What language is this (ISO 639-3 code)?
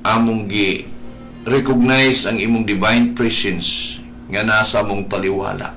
ceb